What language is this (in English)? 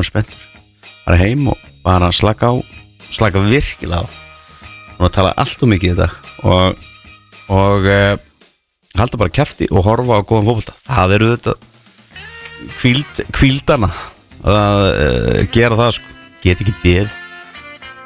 Icelandic